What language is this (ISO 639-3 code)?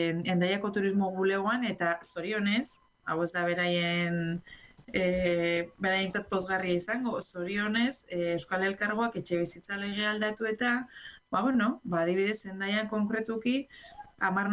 eus